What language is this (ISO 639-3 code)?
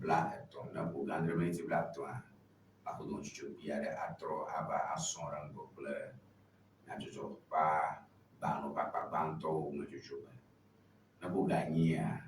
ewe